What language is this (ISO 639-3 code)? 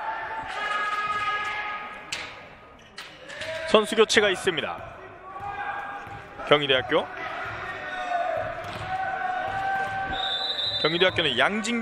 kor